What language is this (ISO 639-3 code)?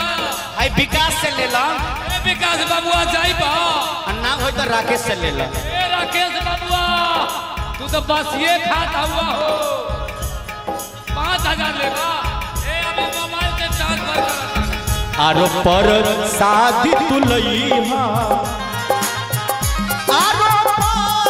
bho